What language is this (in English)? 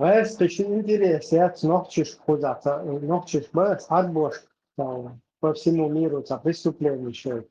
Chechen